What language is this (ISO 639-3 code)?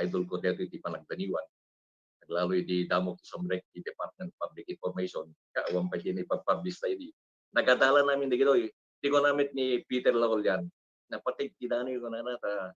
ilo